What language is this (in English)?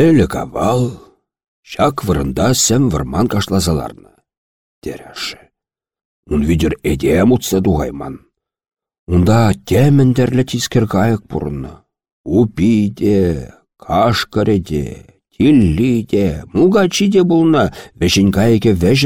Chuvash